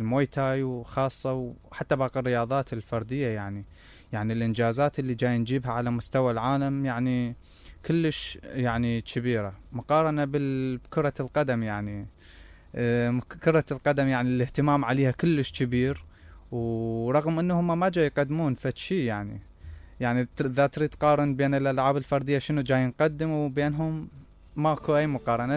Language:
Mesopotamian Arabic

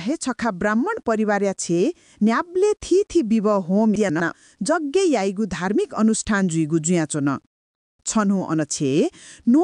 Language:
Newari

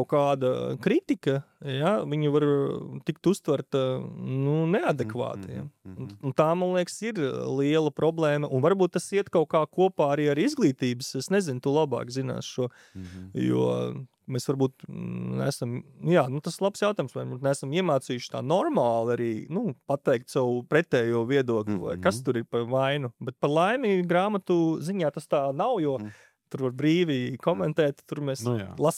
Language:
Latvian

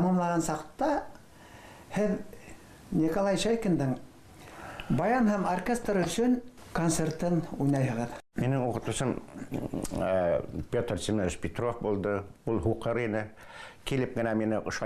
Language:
Bashkir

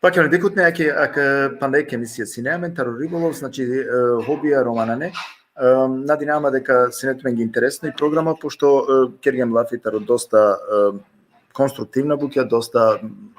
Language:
Balkan Romani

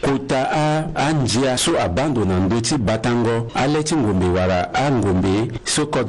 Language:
Sango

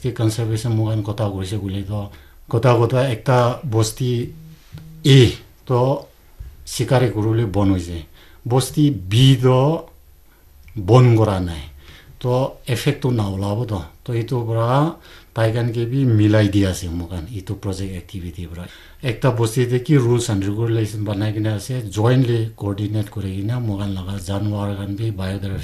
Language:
Naga Pidgin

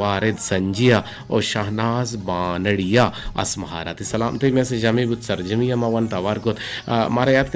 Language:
Eastern Balochi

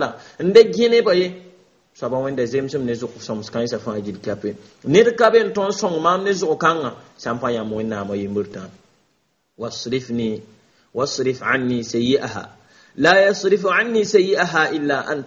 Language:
Mossi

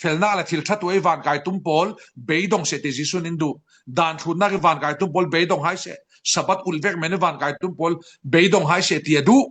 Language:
Falam Chin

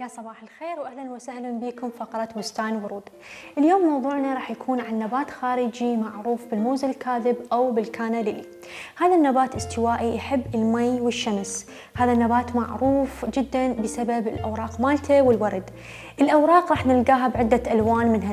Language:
Mesopotamian Arabic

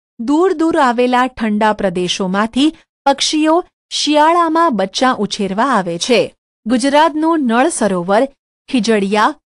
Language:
Gujarati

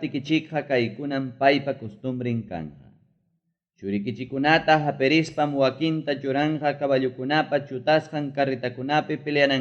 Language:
Ayacucho Quechua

